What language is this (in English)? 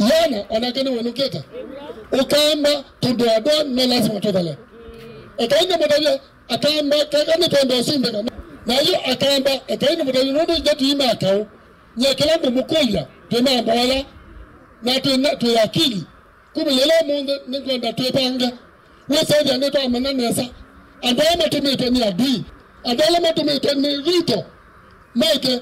Kamba